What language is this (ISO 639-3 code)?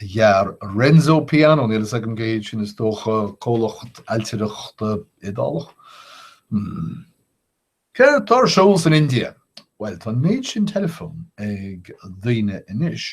gle